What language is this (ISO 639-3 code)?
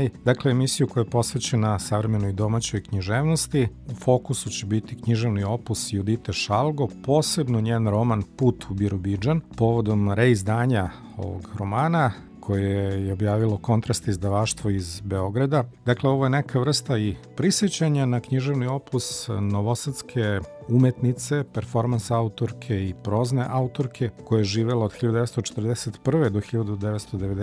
srp